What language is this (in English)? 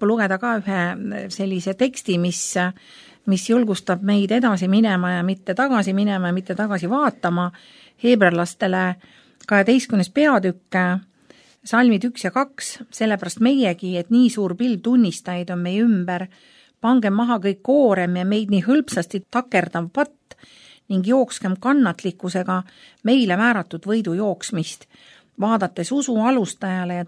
Estonian